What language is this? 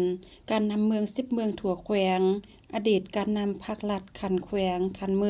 Lao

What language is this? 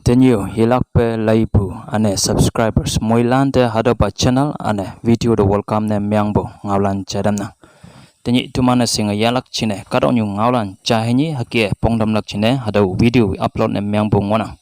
Konyak Naga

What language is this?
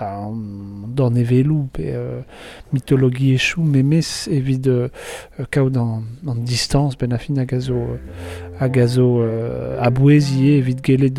Breton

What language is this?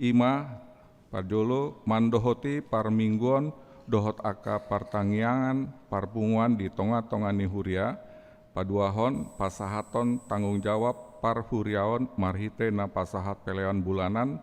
Batak Toba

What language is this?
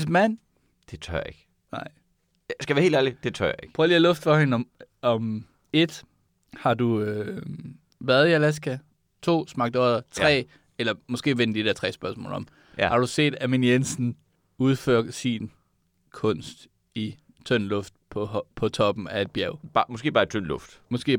Danish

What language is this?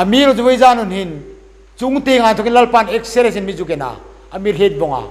Hmar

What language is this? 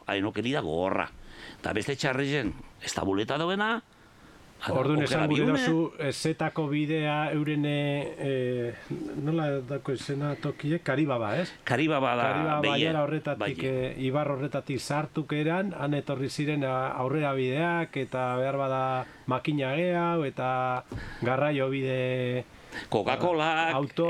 Basque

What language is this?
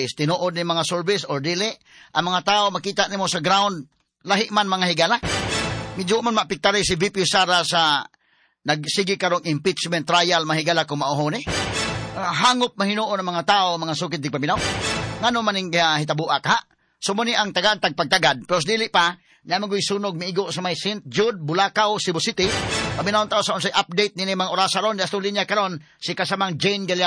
Cebuano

